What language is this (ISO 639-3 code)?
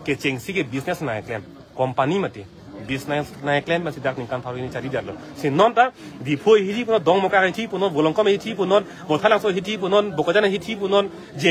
mjw